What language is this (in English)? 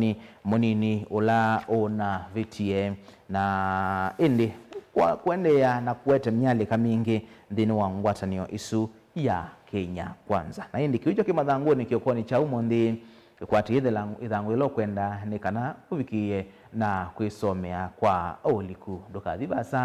Kamba